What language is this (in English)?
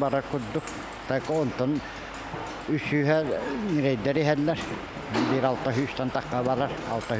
Yakut